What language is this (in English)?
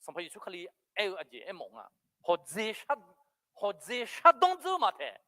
Akha